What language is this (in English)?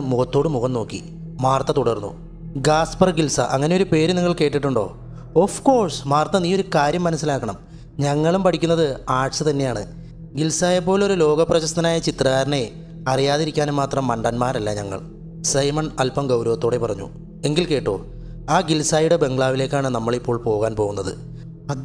Malayalam